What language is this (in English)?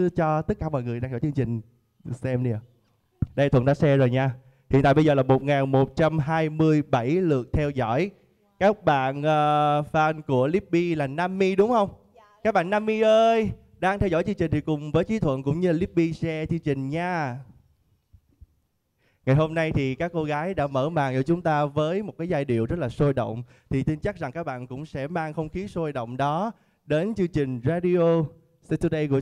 Vietnamese